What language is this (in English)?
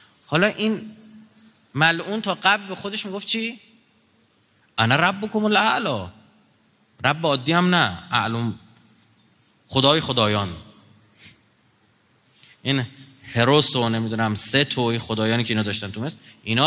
Persian